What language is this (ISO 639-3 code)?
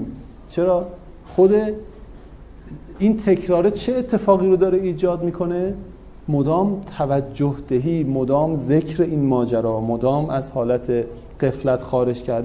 fas